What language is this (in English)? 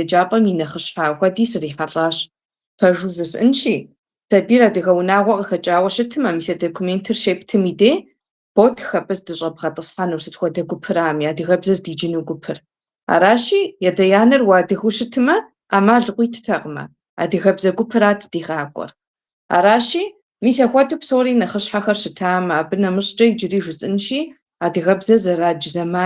Kabardian